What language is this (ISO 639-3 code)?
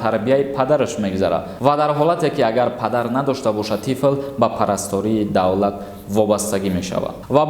tgk